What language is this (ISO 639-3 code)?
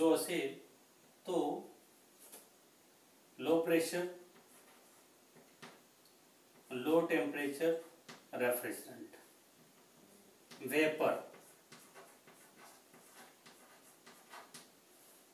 mar